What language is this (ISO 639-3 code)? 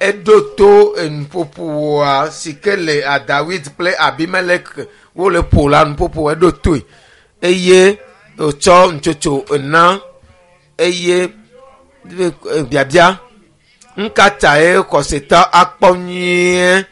ewe